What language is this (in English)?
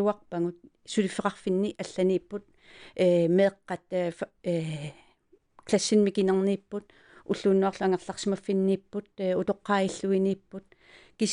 Kalaallisut